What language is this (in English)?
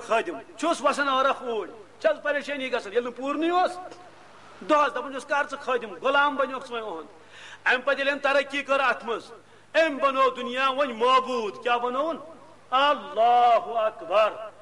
Kashmiri